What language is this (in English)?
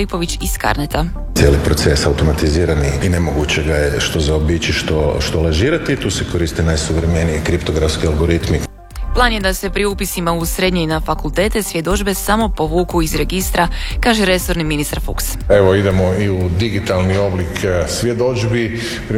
Croatian